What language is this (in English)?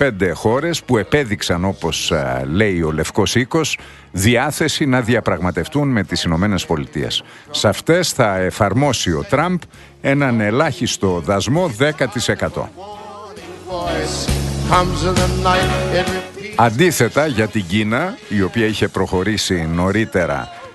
Greek